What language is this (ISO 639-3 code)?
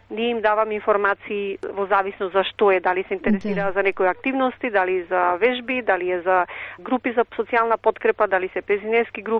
mkd